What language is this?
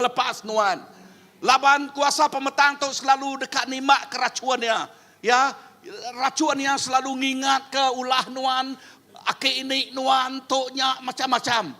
Iban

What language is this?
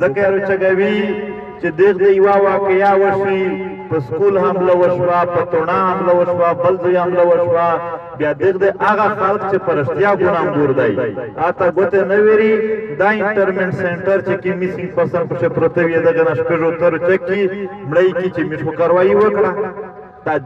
Pashto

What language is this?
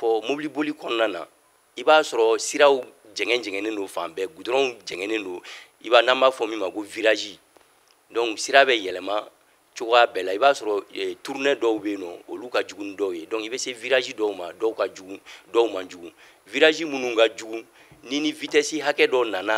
Bambara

